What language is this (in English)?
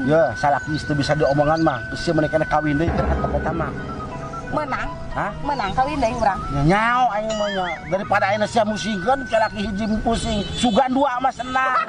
Sundanese